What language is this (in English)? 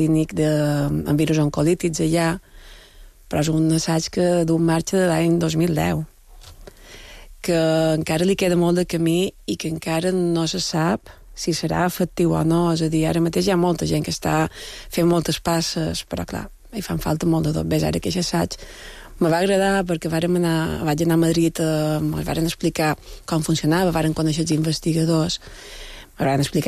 Catalan